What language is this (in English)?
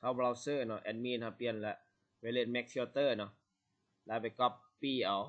Lao